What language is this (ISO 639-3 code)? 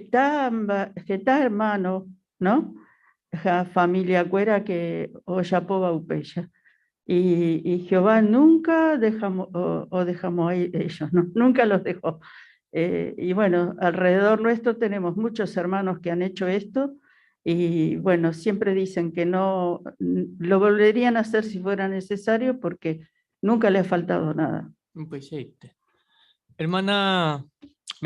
grn